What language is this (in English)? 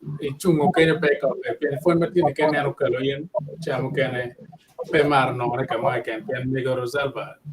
Acoli